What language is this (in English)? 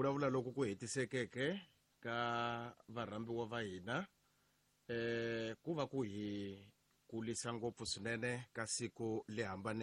Tsonga